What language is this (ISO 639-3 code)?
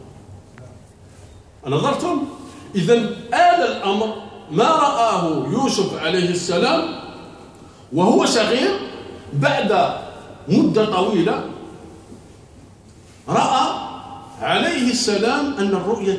ara